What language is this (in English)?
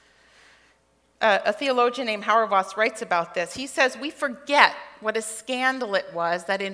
English